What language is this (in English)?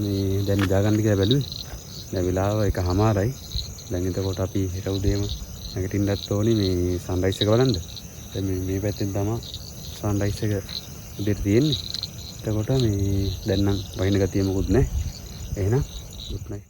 Sinhala